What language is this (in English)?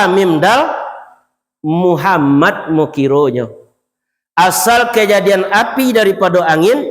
Minangkabau